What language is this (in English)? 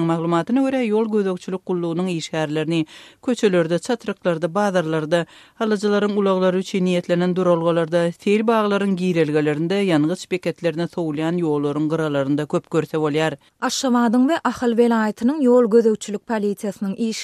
Turkmen